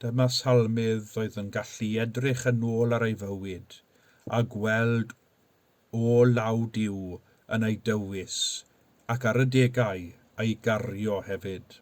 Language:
Welsh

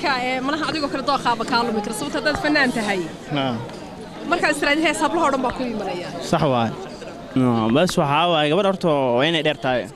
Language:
Somali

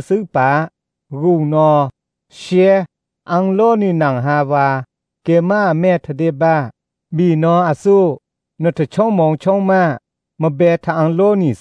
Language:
Thai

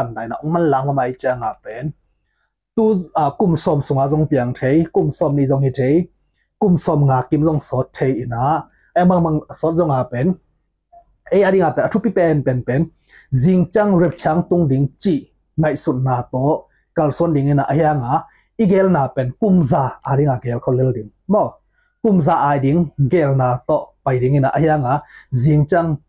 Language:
Tedim Chin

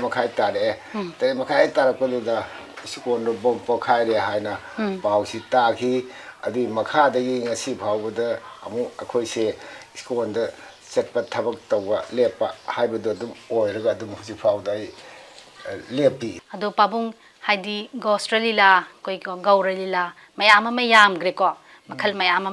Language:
Manipuri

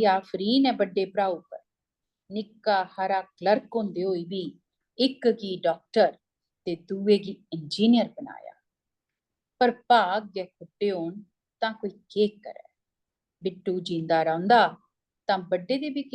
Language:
Dogri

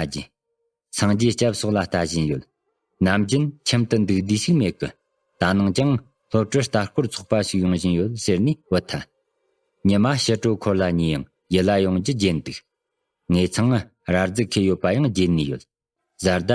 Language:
Tibetan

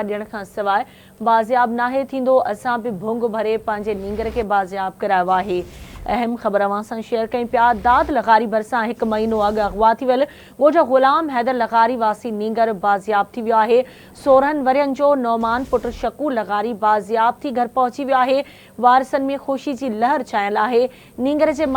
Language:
Sindhi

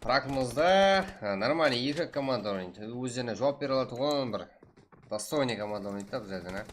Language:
Kara-Kalpak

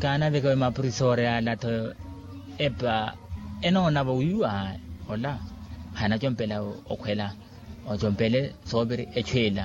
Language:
Makhuwa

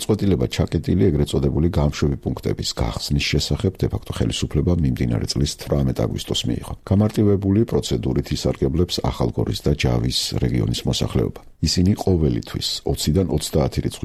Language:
Georgian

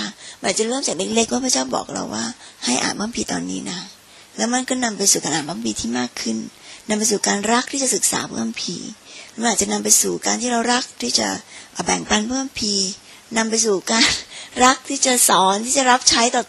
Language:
Thai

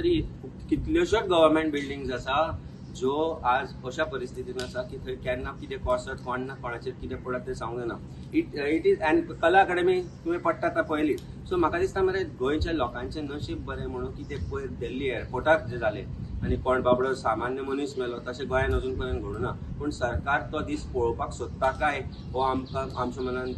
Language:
Konkani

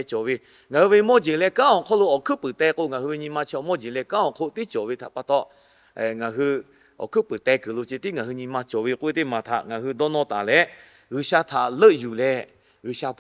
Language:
Lahu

